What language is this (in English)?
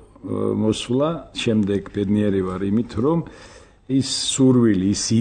Georgian